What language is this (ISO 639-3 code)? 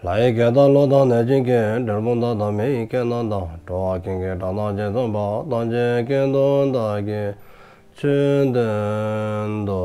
dzo